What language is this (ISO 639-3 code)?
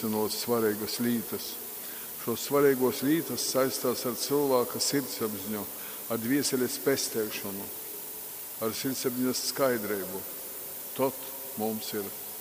ltg